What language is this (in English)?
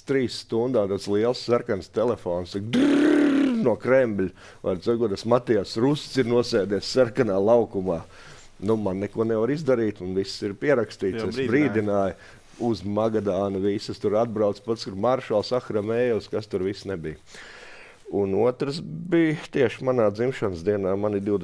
Latvian